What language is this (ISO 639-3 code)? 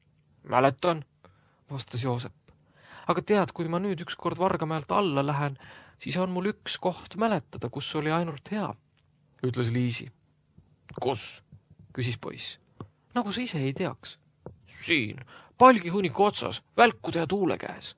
est